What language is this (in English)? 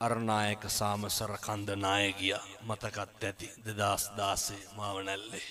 Sinhala